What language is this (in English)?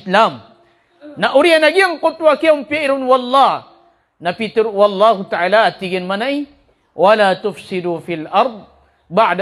Maranao